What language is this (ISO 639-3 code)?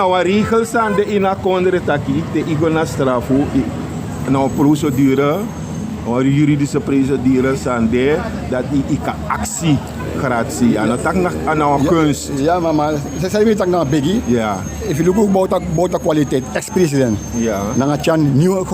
srn